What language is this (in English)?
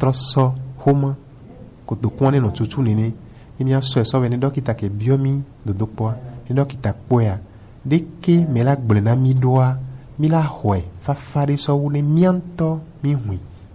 Gen